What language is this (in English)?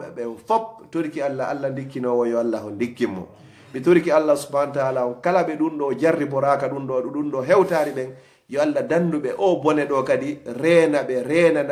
Fula